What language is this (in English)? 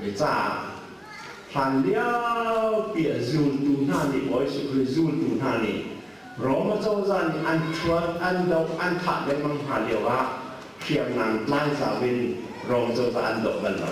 Hakha Chin